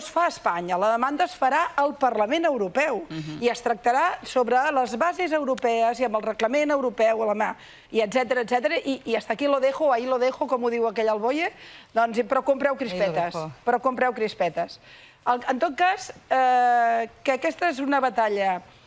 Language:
Catalan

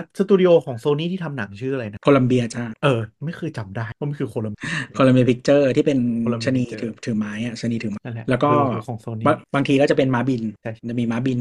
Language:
Thai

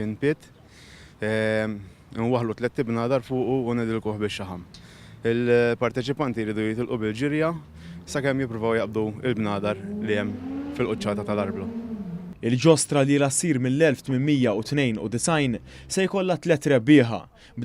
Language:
Maltese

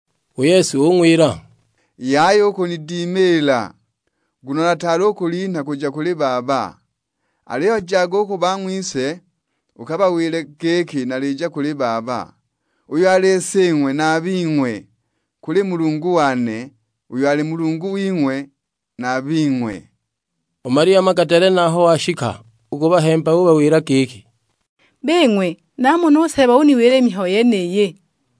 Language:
Sukuma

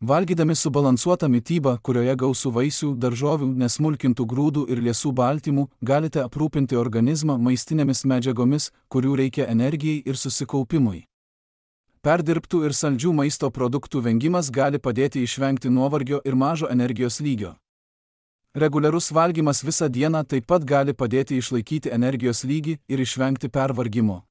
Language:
Lithuanian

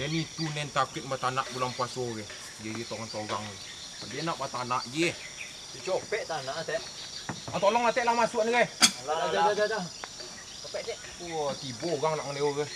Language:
Minangkabau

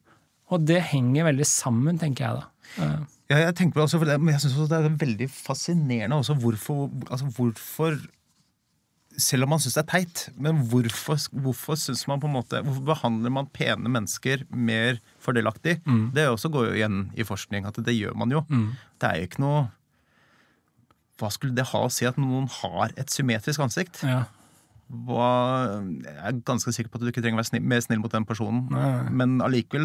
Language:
Norwegian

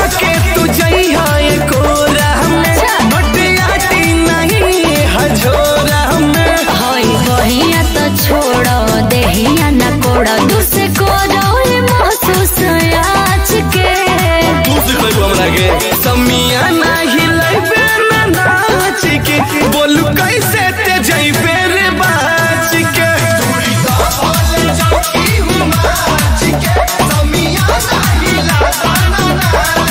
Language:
Bhojpuri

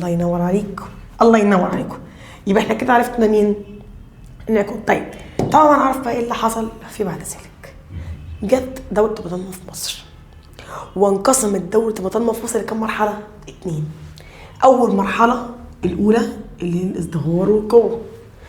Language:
Egyptian Arabic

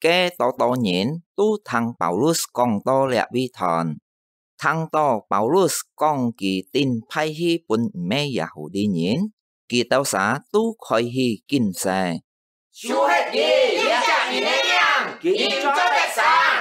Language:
Hakka Chinese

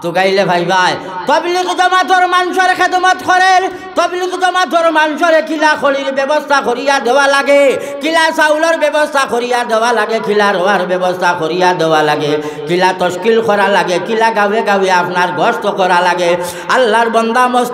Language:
Sylheti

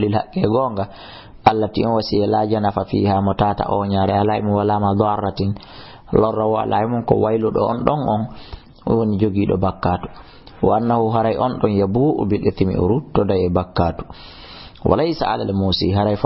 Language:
Fula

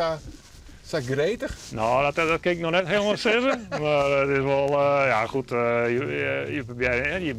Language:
Western Frisian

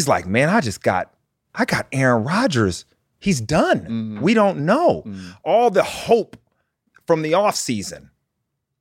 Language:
English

